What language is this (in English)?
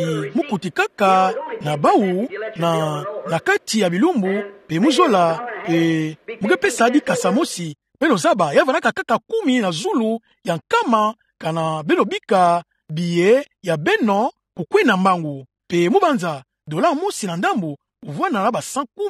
Kituba (Democratic Republic of Congo)